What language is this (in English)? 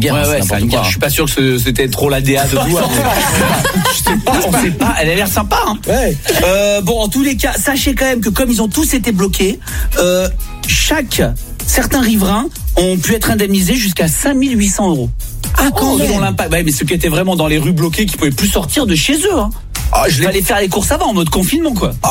French